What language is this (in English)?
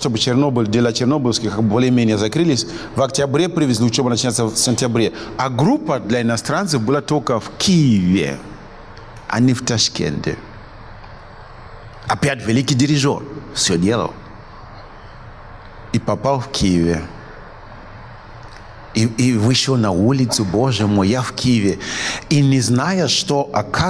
Russian